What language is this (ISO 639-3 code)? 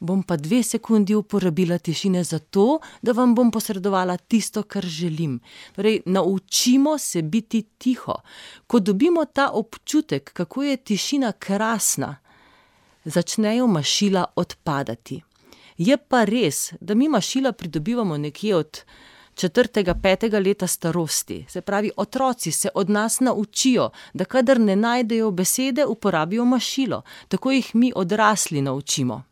slv